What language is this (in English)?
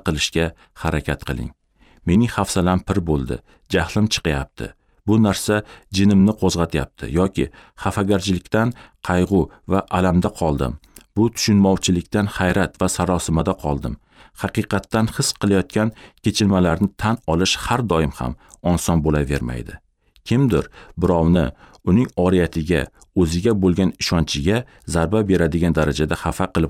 Uzbek